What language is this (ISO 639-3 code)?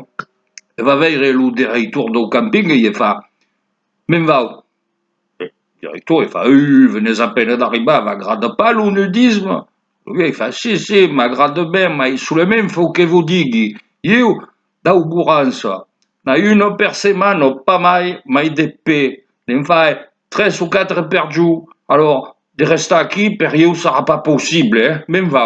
oci